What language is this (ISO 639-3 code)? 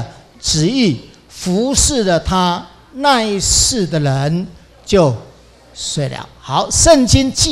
zho